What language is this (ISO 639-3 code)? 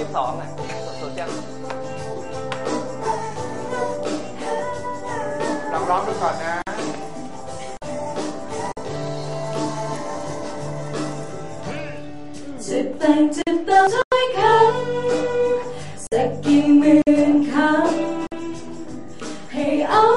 tha